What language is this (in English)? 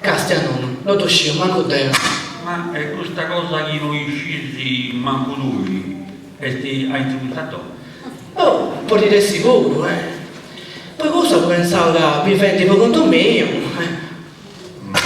Sardinian